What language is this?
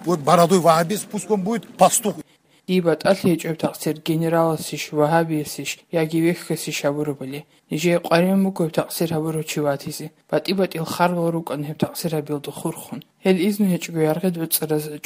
Avaric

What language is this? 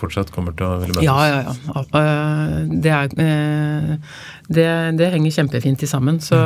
Norwegian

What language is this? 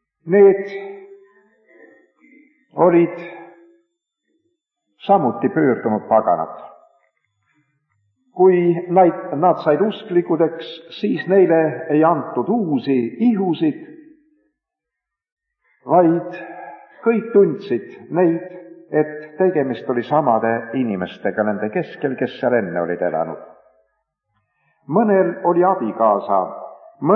Estonian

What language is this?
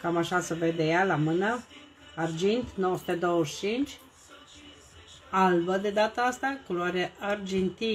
Romanian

